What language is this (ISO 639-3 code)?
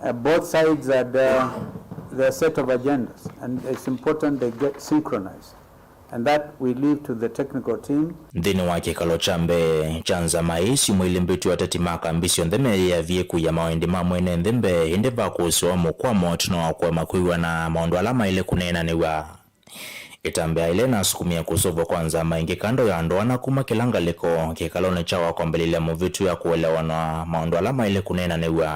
kam